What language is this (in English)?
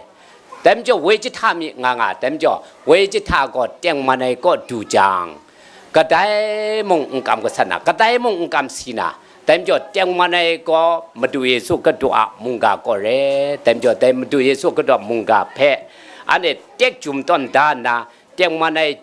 Kachin